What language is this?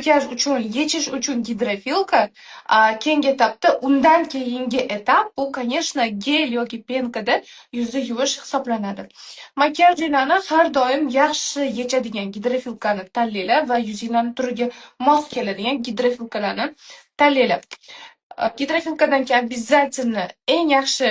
Uzbek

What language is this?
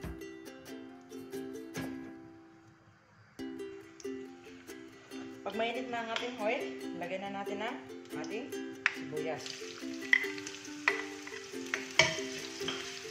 Filipino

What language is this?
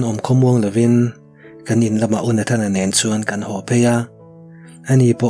Mizo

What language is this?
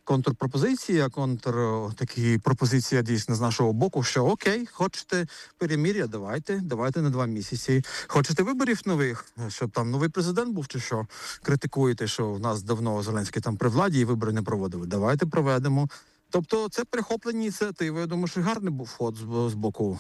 Ukrainian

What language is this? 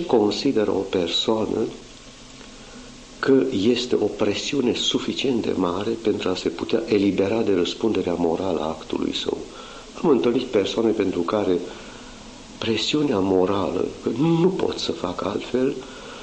Romanian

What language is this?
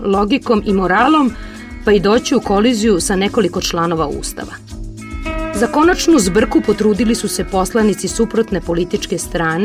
Serbian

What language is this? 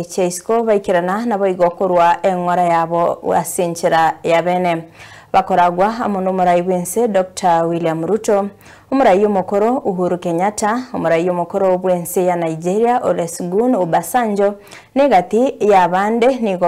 Gusii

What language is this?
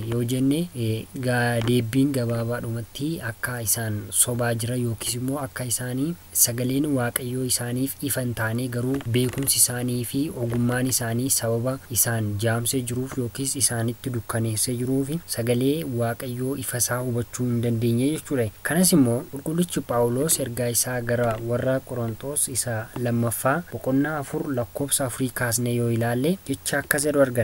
Oromo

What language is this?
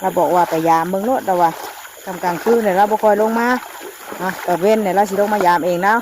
Northeastern Thai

